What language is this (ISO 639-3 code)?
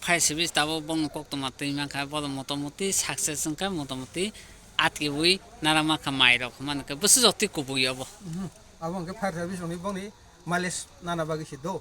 trp